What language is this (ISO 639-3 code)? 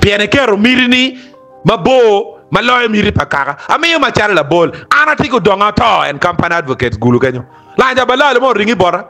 ach